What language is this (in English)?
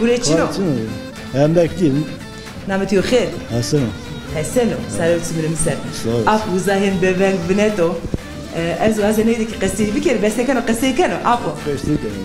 Zaza